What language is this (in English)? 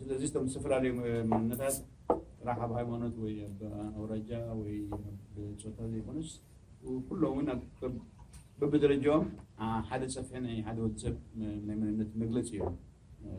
Tigrinya